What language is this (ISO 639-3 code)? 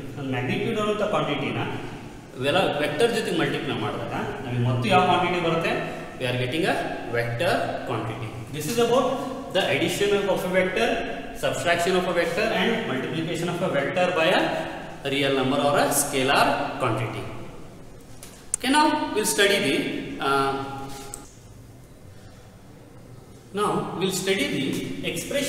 kan